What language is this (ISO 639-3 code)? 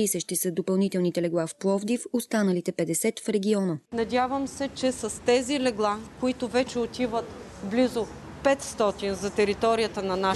bul